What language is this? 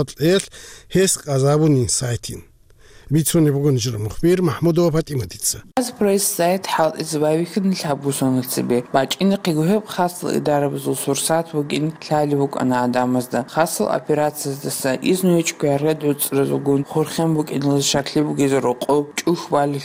Avaric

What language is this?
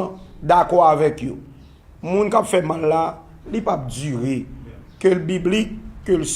Haitian Creole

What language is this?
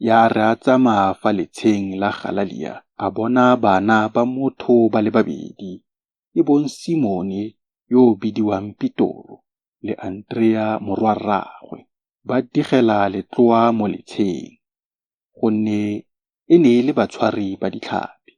Tswana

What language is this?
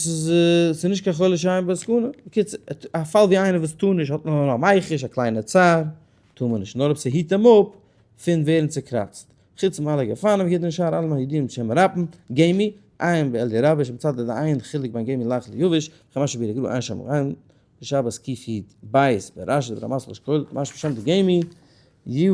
Yiddish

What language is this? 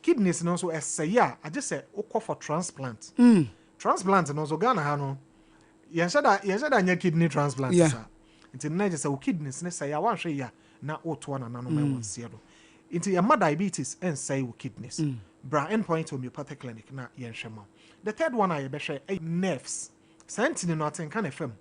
Akan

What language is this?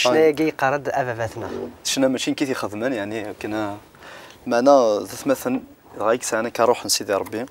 Kabyle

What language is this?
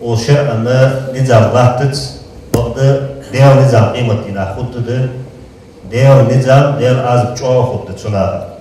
Ingush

